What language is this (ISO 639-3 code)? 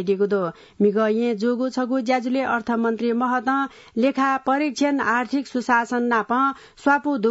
new